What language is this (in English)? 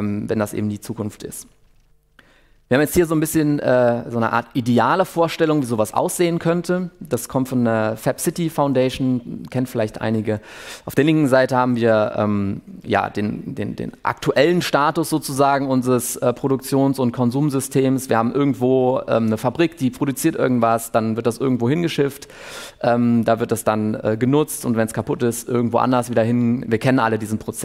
German